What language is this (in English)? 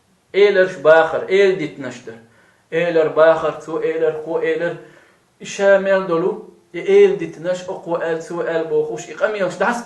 Chechen